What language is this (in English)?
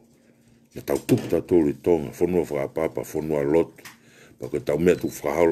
Tongan